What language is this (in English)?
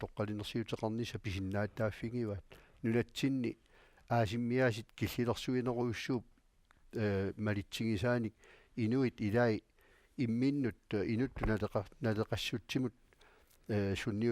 Kalaallisut